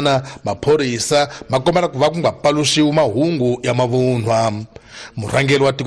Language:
Tsonga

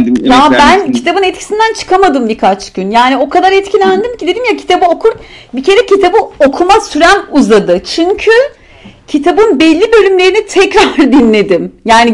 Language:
Turkish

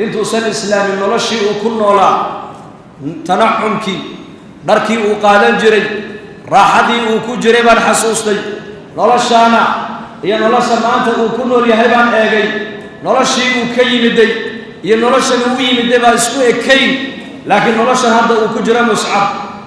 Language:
Somali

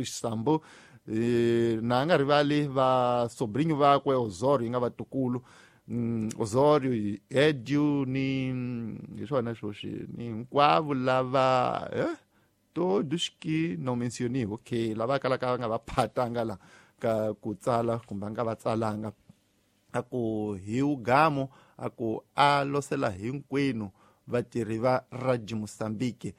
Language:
Tsonga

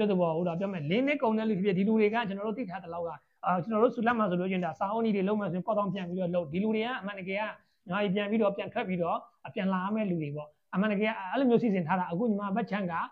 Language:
Burmese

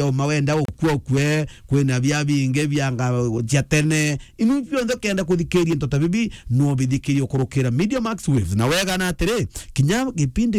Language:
Meru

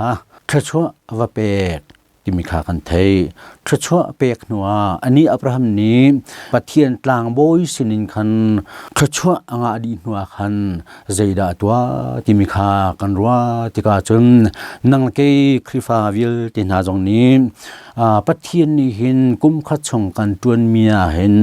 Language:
Hakha Chin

